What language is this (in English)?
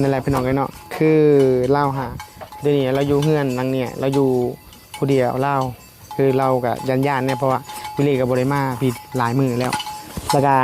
Northeastern Thai